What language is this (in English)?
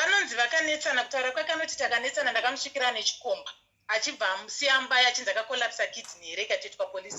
Shona